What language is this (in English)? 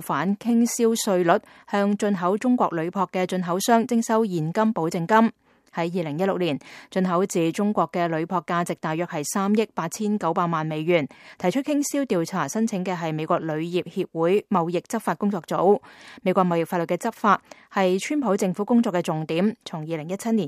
Cantonese